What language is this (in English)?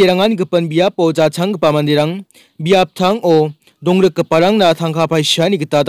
Garo